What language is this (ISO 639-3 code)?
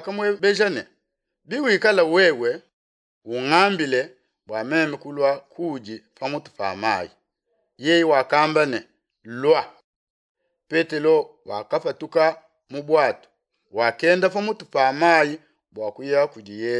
lua